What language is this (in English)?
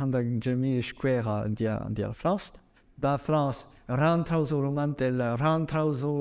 Breton